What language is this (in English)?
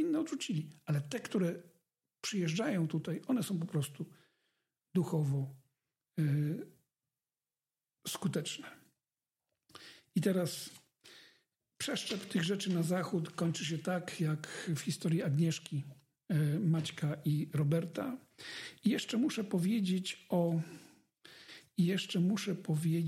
Polish